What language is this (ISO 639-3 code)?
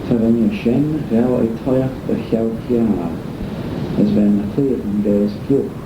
glv